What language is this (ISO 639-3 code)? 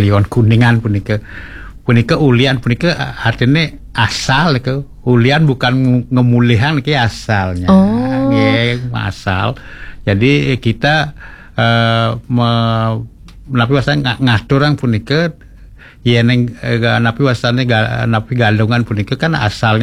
ban